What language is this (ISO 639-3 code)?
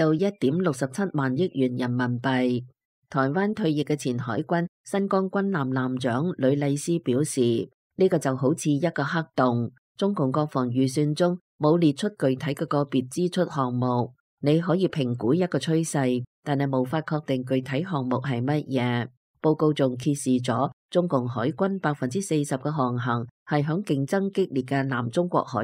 yue